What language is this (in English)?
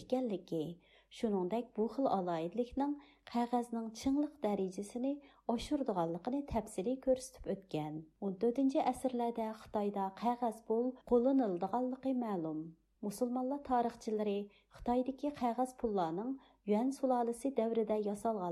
Uyghur